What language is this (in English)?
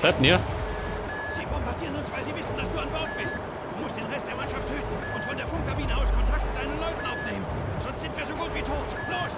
Bavarian